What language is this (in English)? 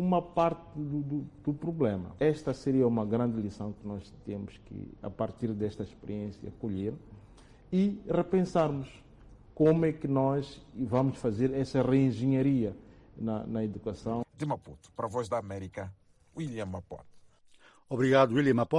Portuguese